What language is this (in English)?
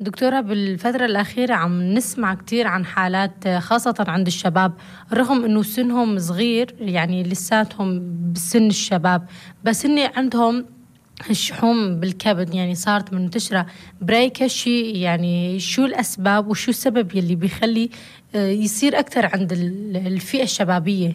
North Levantine Arabic